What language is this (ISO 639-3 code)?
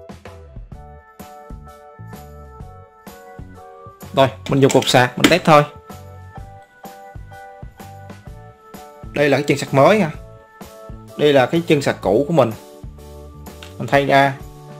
vie